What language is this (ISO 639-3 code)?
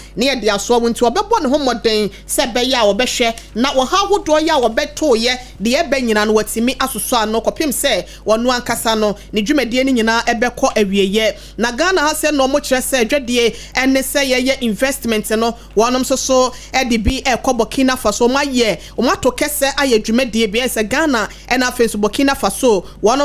aka